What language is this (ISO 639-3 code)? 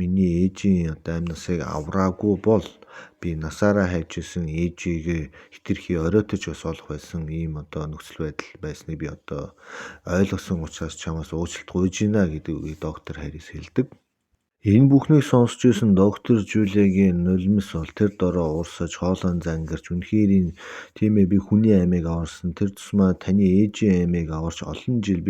mon